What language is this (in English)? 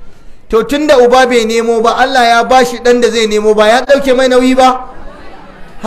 Hausa